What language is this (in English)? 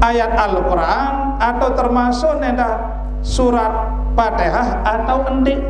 Sasak